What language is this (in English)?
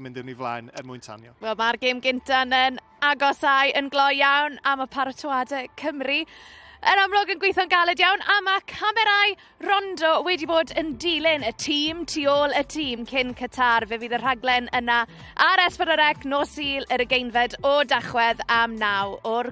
Welsh